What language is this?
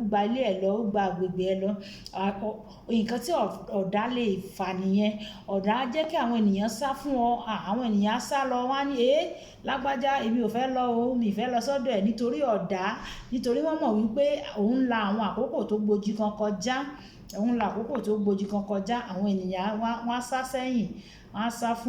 Yoruba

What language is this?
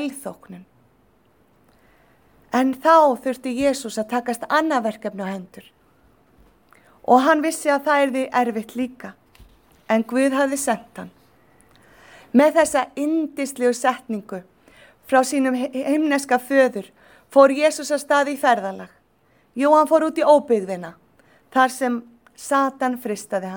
Icelandic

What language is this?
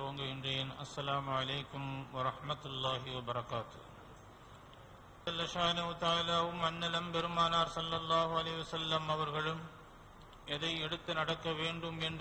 Tamil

